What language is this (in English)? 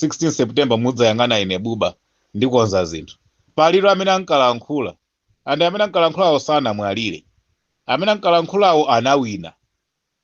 Nyanja